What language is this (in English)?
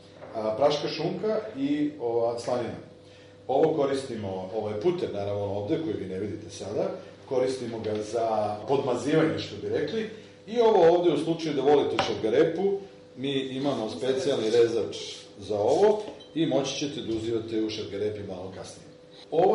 Serbian